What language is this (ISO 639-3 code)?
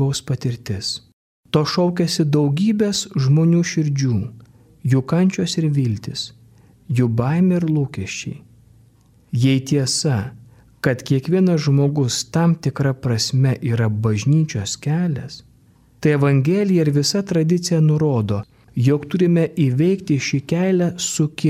lit